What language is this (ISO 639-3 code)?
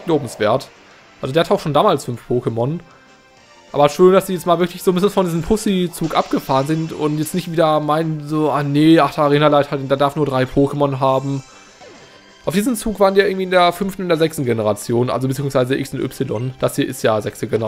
deu